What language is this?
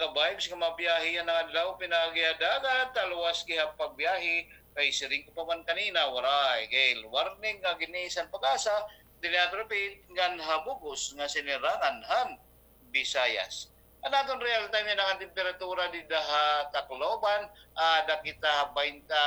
Waray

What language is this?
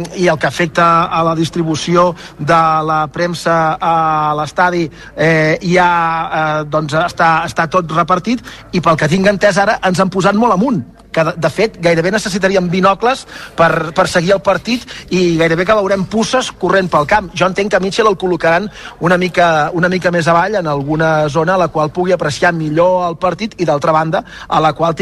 Catalan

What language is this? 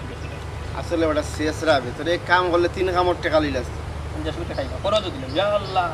Sylheti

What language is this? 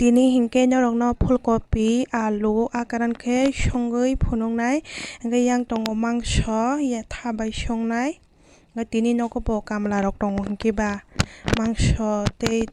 Kok Borok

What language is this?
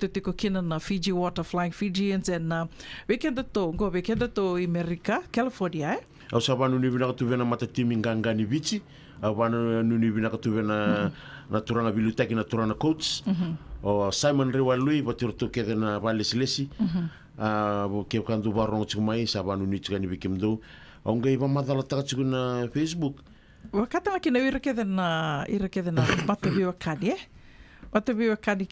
Fijian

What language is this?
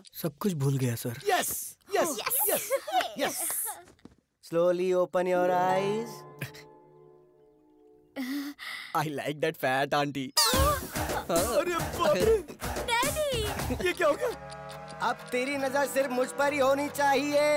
Hindi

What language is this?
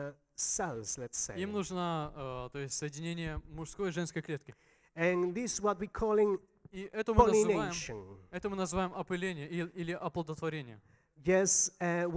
Russian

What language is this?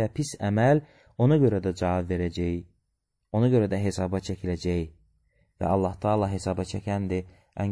Azerbaijani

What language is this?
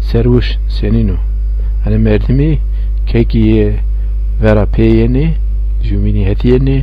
Zaza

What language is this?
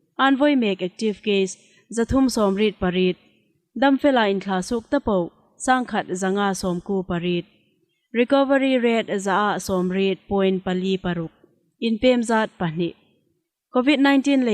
Hmar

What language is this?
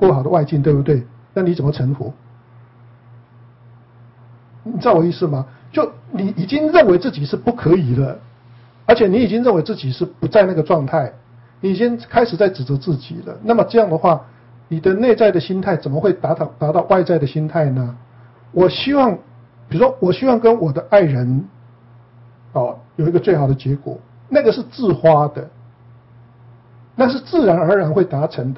Chinese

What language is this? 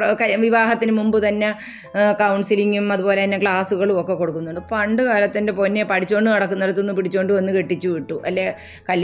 Malayalam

